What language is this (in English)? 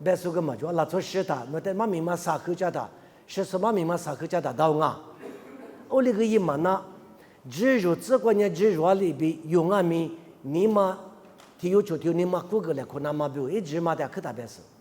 Lisu